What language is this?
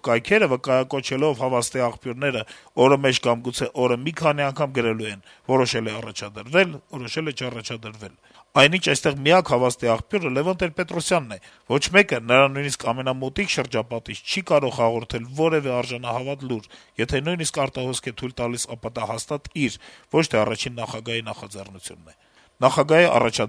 Armenian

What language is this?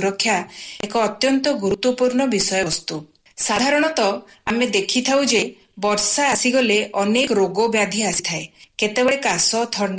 Odia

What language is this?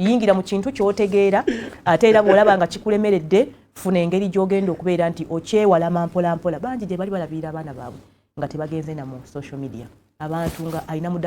Ganda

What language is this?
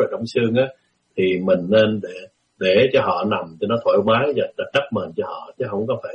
Vietnamese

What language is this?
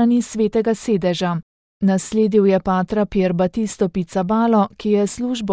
Slovenian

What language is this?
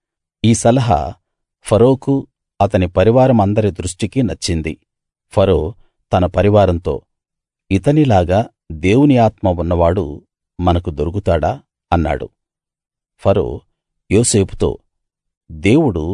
Telugu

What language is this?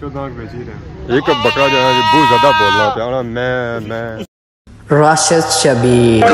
Pahari-Potwari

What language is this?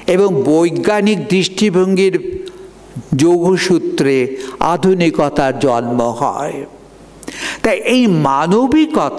Bangla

